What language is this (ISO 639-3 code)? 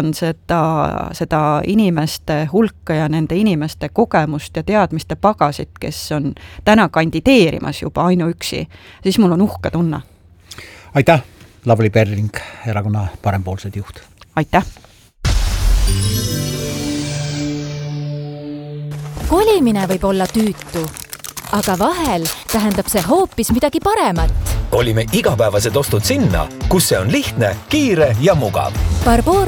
est